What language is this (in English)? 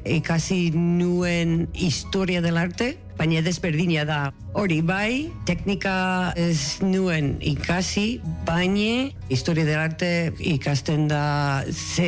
Basque